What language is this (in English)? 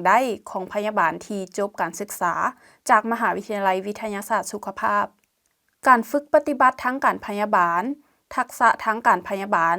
Lao